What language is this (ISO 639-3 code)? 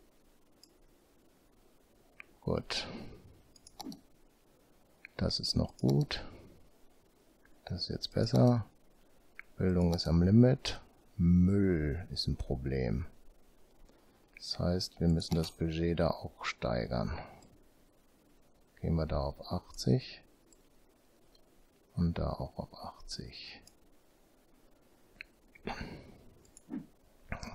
deu